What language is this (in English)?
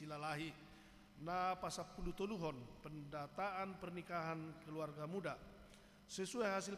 Batak Toba